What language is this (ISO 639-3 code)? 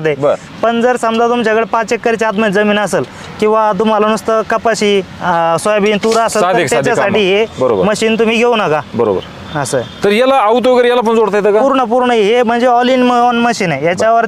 mar